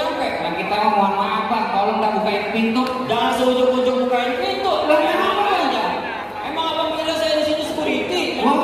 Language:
Betawi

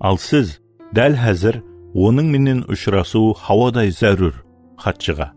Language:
Kara-Kalpak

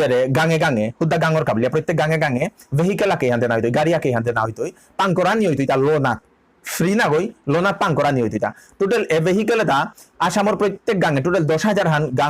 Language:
Bishnupriya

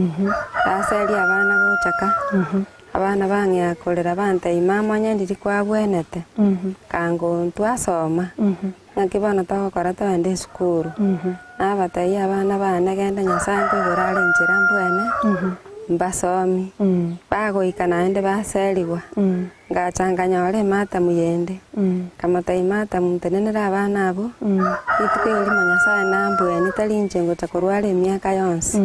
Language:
Gusii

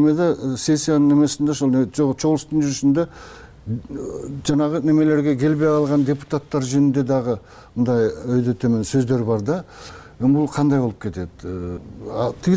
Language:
Kyrgyz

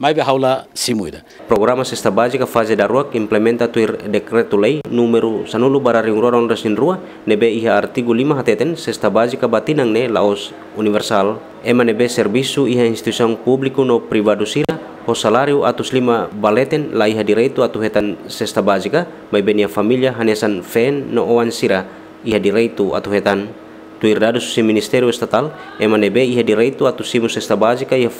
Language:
Tetum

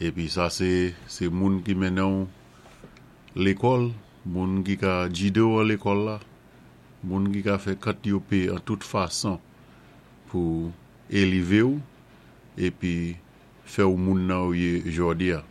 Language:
Saint Lucian Creole French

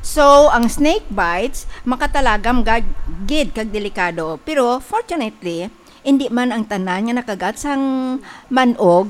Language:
Hiligaynon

